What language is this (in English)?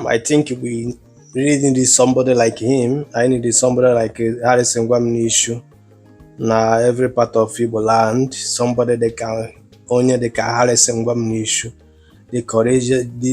Igbo